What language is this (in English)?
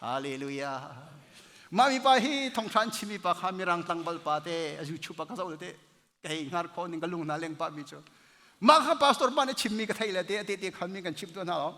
Hakha Chin